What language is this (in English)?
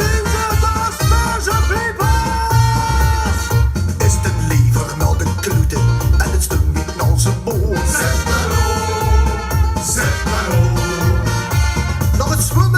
Limburgish